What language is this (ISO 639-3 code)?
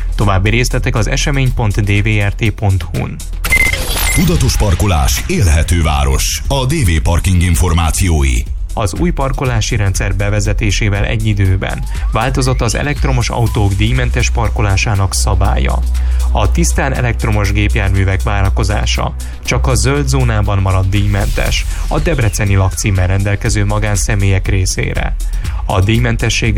hun